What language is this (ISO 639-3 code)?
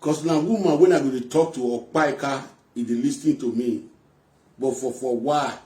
pcm